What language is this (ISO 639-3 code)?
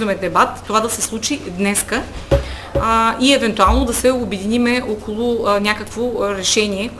bul